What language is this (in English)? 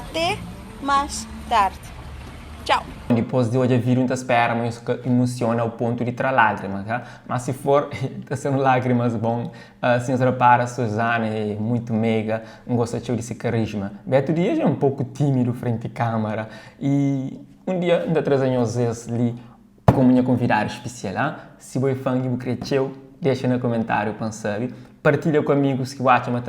Kabuverdianu